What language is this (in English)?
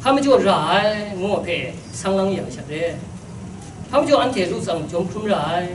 Kachin